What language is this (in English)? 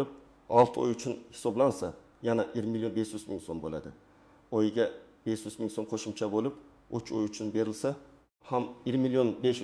Uzbek